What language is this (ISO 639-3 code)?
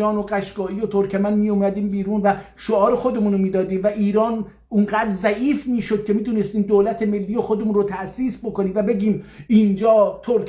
azb